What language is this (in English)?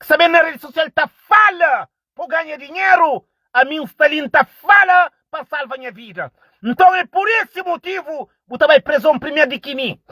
Kabuverdianu